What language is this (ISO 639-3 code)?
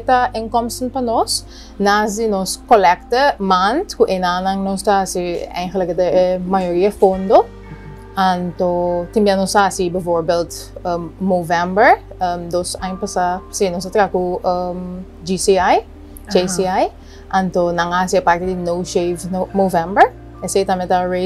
pap